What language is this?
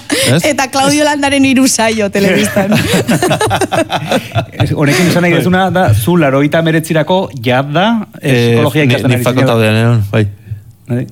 Basque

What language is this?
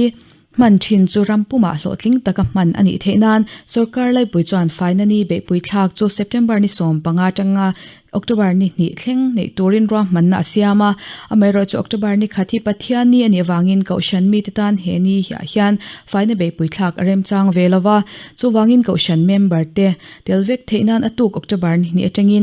Mizo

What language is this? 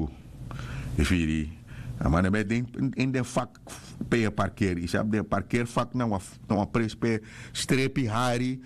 Sranan Tongo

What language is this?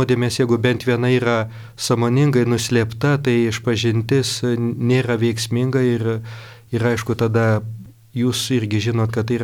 Lithuanian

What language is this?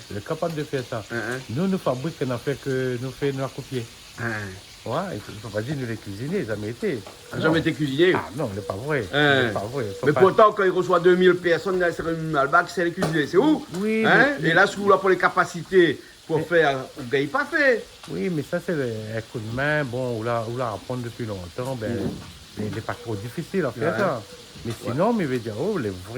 Réunion Creole French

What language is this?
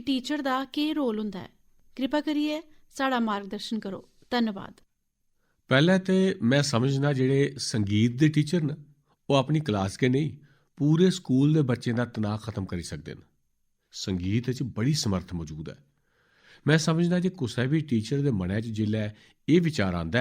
Dogri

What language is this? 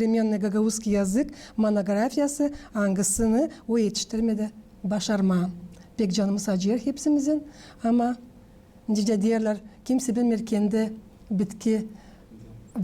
Gagauz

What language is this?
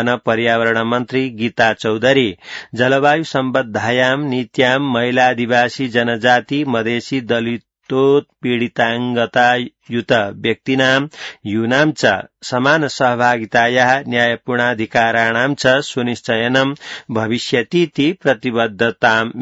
Sanskrit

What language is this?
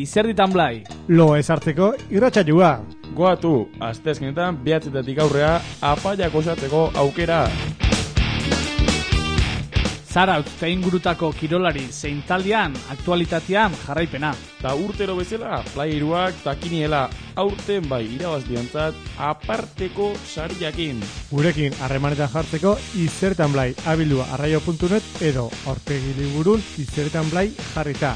Basque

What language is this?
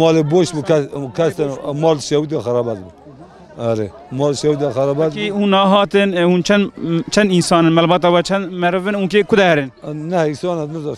Kurdish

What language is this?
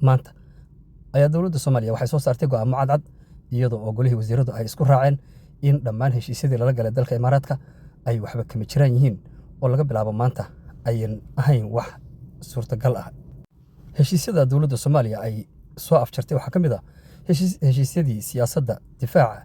Somali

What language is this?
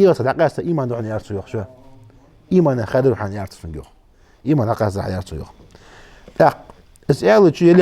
Ingush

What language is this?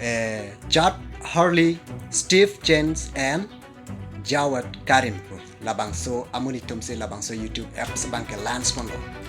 Karbi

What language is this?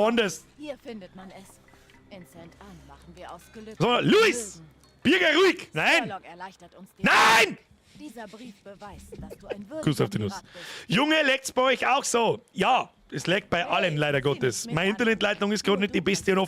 Bavarian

